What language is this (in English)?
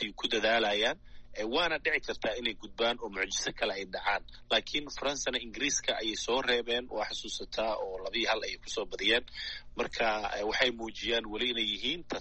Somali